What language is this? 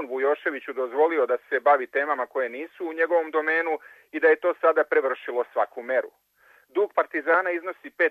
Serbian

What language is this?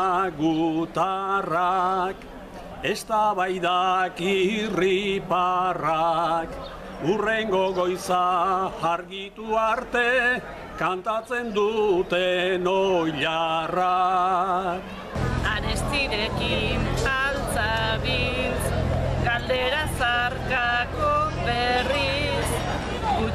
Basque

